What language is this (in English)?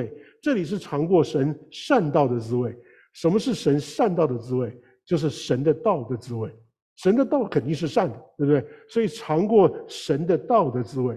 Chinese